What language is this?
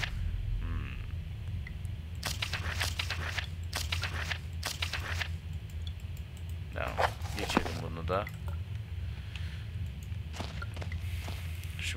Turkish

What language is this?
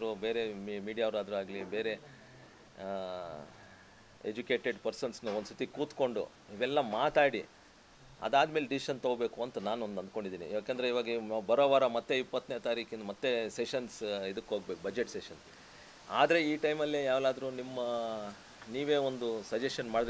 Kannada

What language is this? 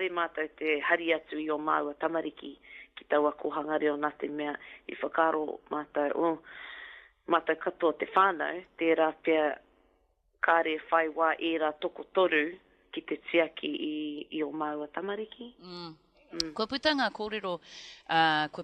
Māori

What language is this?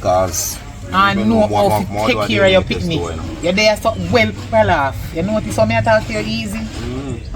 Jamaican Creole English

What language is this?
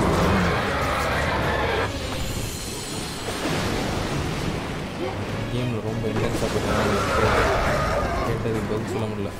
Tamil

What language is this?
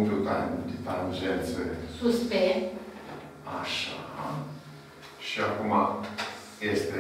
Romanian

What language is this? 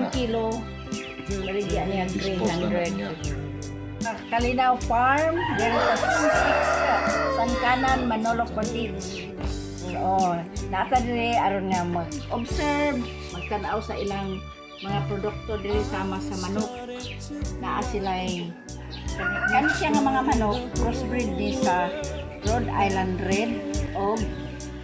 Cebuano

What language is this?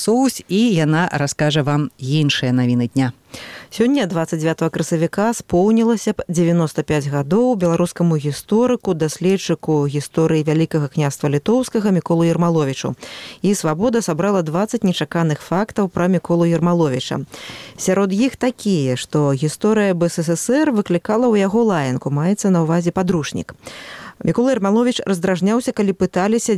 Belarusian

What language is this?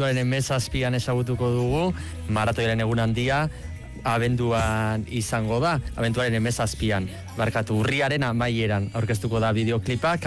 Basque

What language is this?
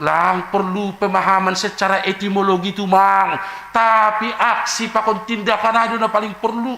Batak Simalungun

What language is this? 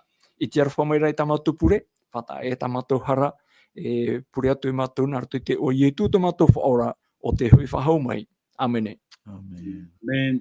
Tahitian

